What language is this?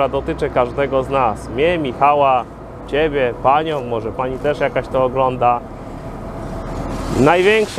Polish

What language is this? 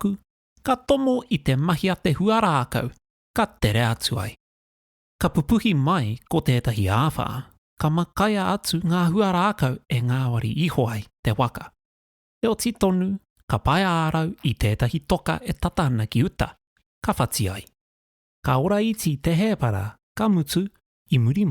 Māori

